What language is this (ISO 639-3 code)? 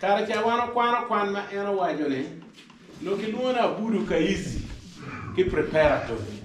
ach